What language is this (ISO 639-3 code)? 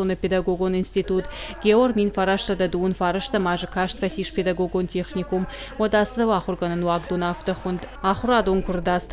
oss